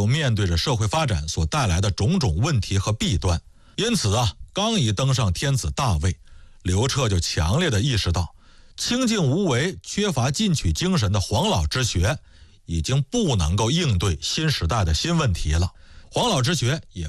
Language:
Chinese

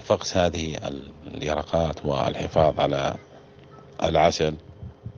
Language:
Arabic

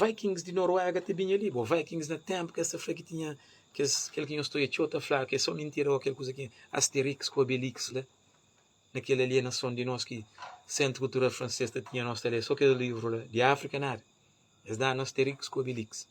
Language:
Kabuverdianu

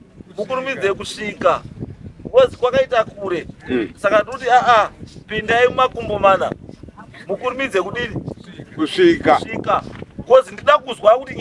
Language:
Shona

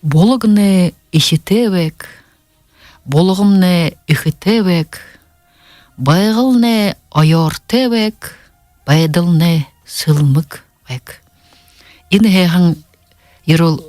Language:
Buriat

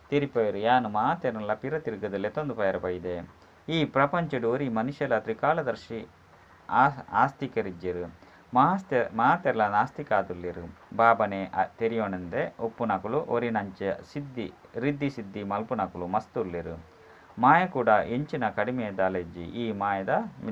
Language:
Tulu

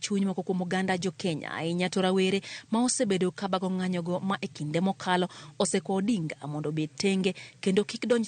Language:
Luo (Kenya and Tanzania)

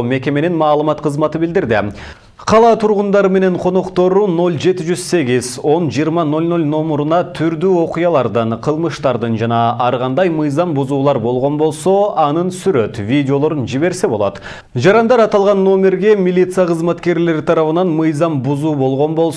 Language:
Kyrgyz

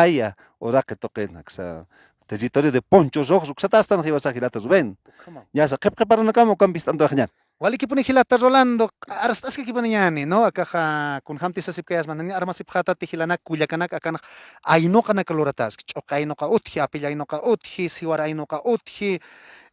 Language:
Aymara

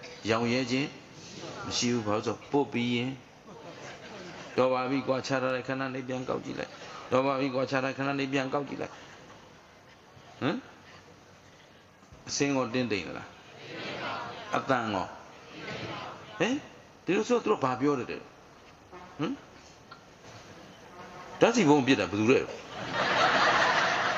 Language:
Burmese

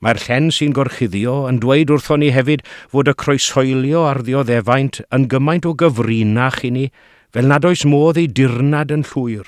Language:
Welsh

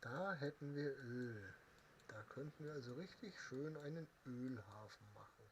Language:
Bavarian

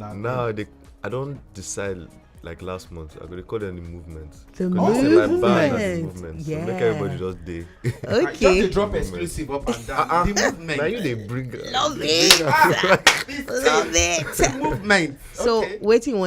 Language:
Nigerian Pidgin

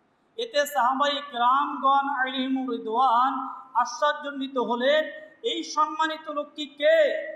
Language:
Bangla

